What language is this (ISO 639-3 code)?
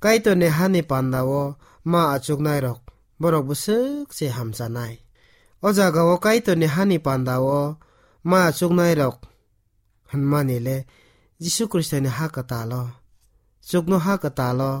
trp